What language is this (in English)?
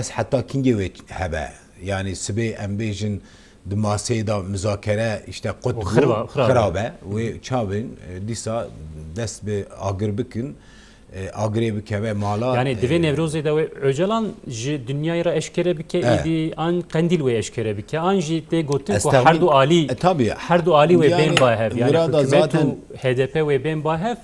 Kurdish